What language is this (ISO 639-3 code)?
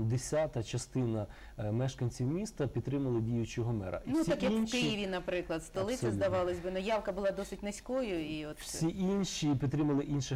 ukr